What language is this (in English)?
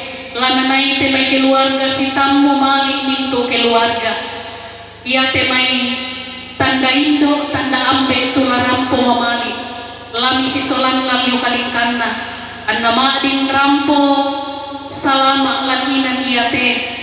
Toraja-Sa'dan